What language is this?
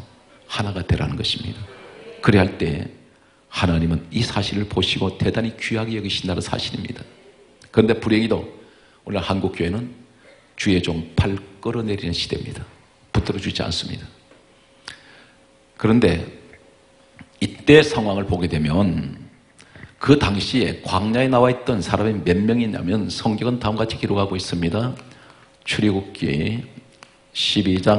Korean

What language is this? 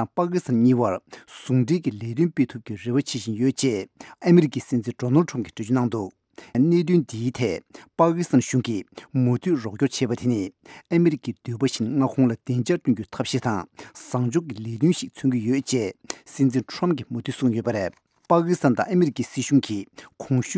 Tibetan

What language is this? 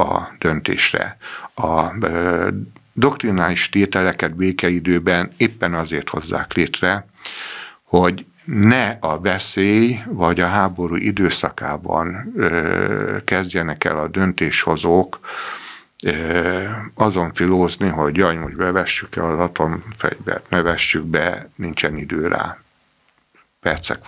Hungarian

